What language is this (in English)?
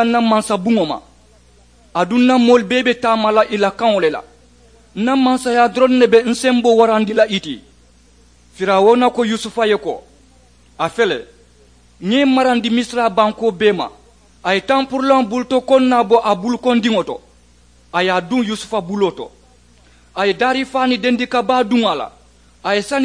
Mandingo